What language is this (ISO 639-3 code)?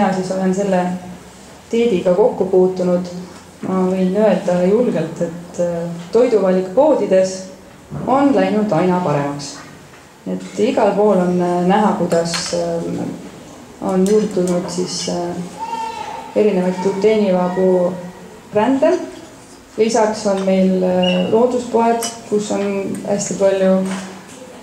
est